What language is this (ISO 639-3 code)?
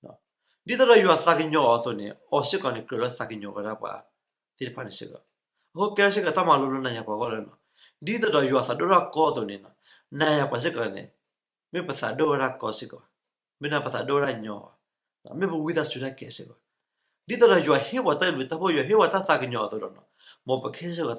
ksw